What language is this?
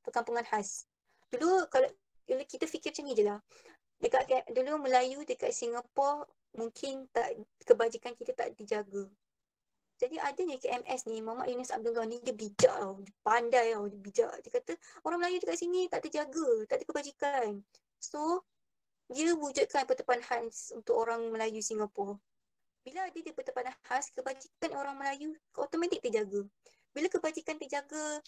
Malay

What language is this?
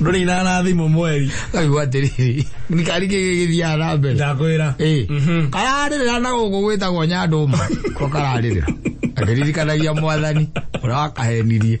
Kikuyu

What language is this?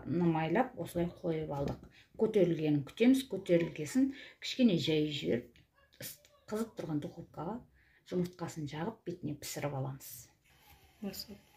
Kazakh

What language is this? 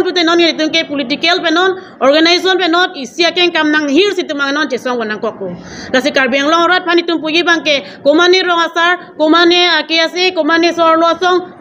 Karbi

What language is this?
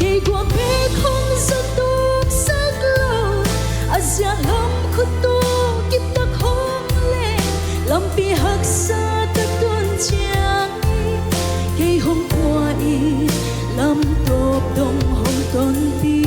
Paite Chin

